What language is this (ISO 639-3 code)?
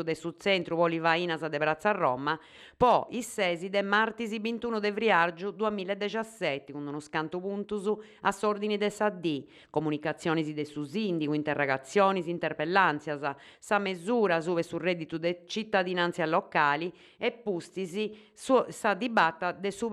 srd